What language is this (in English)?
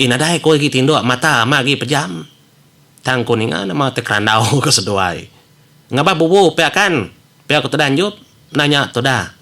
Iban